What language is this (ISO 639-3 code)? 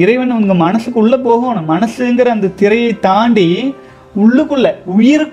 tam